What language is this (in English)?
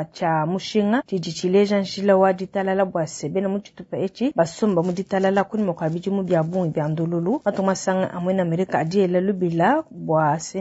Luba-Lulua